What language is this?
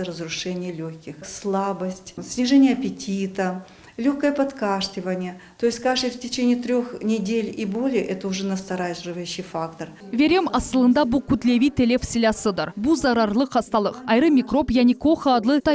Crimean Tatar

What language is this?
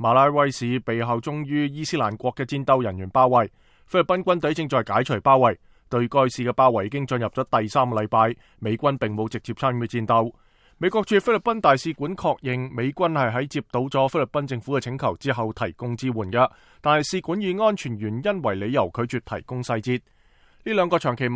Cantonese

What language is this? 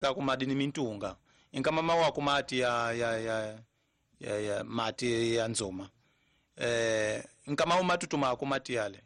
Tsonga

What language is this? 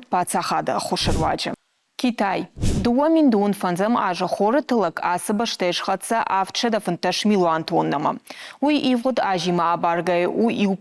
Ossetic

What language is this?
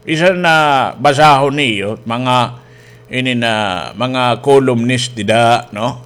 Waray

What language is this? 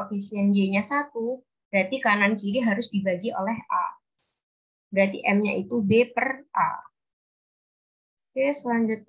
Indonesian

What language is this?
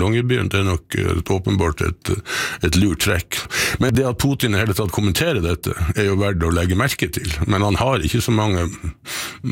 Norwegian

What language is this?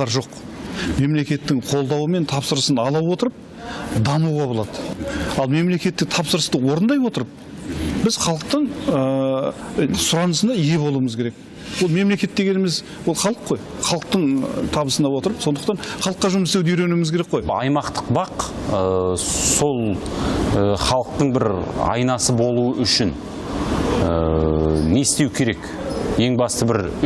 Kazakh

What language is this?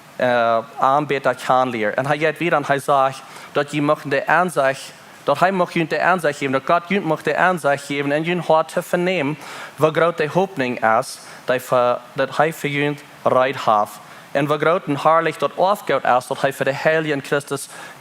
Plautdietsch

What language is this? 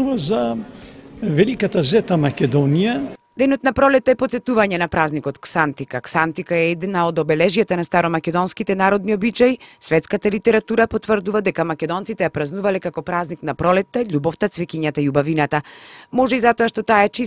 Macedonian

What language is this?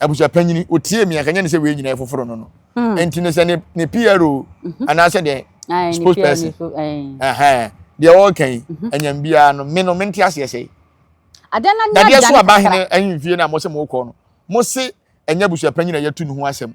Akan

